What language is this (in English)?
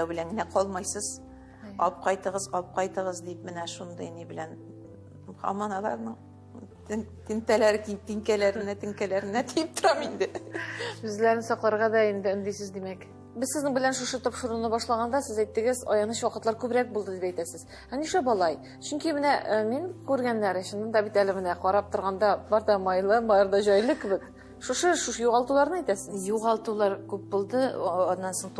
Tatar